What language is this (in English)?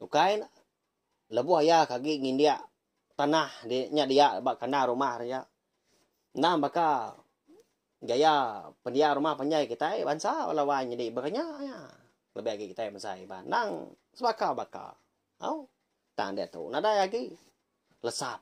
Iban